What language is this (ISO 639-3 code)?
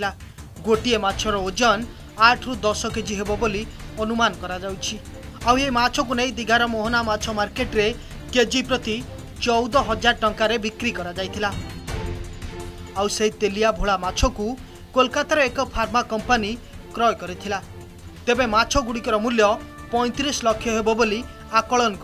ori